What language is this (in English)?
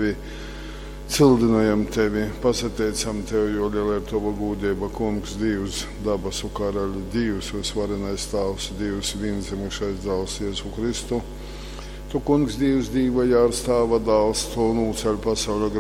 Latgalian